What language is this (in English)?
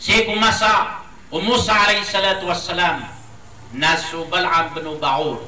Maranao